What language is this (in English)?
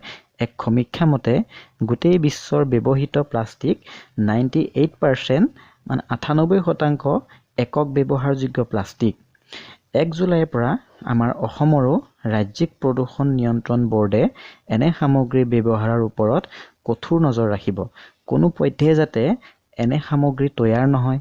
Assamese